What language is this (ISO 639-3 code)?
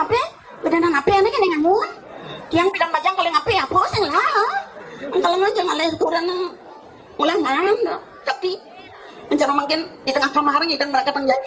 ban